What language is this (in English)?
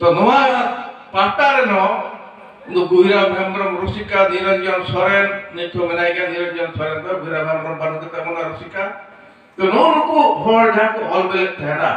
Santali